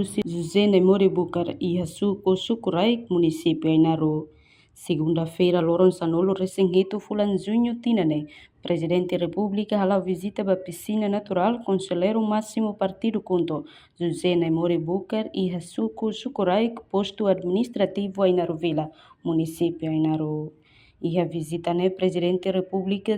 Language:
Tetum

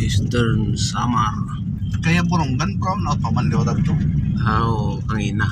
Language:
Waray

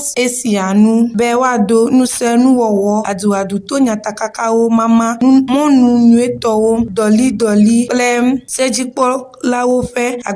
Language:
Ewe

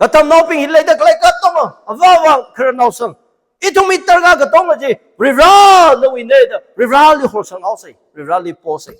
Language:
Tangkhul Naga (India)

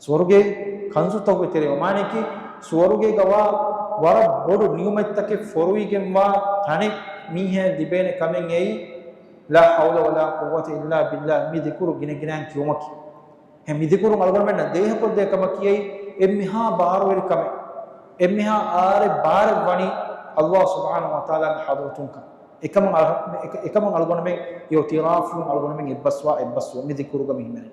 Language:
Divehi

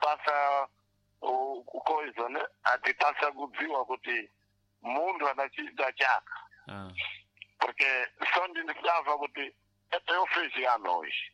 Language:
Sena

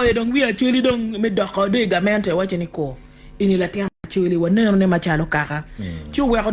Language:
Acoli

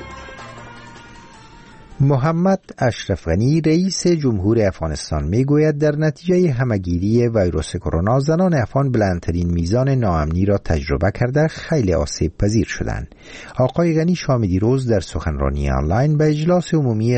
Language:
Persian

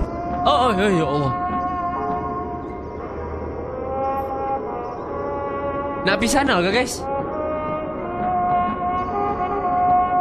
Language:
Malay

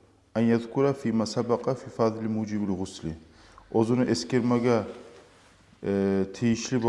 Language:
Kumyk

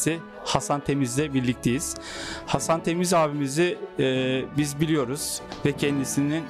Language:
Turkish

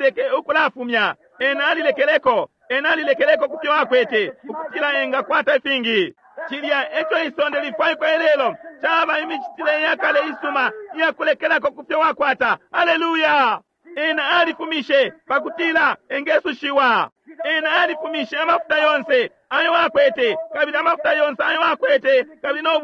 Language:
Bemba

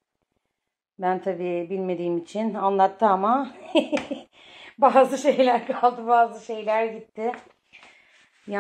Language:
Turkish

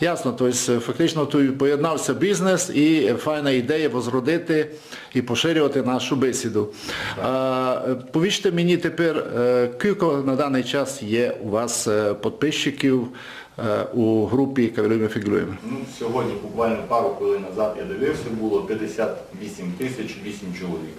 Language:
Rusyn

